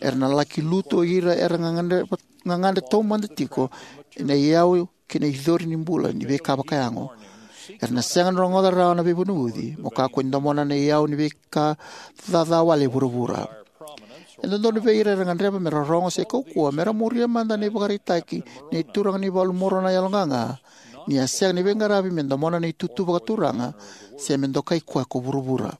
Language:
Fijian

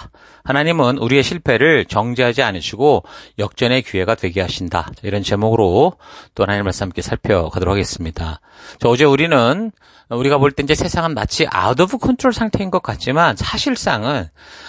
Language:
Korean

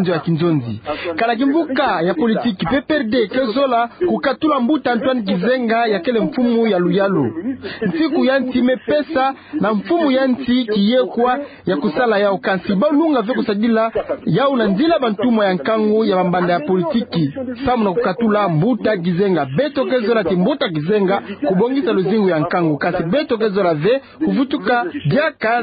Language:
Kituba (Democratic Republic of Congo)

